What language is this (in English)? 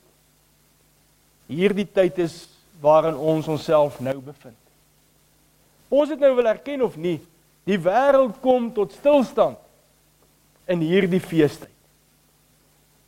Afrikaans